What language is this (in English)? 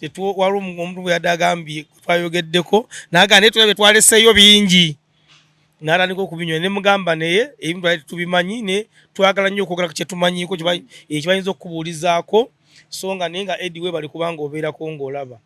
Ganda